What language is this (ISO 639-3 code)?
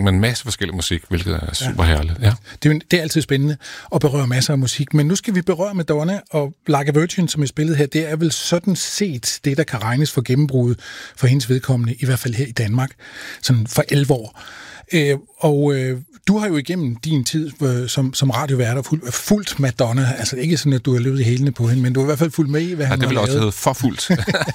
dan